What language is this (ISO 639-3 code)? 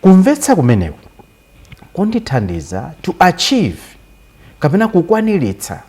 nya